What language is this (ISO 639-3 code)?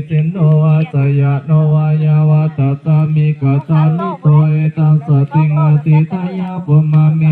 pli